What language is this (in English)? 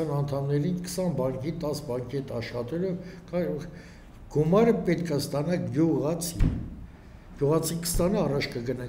Armenian